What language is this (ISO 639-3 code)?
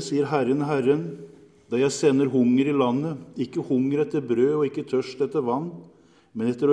nor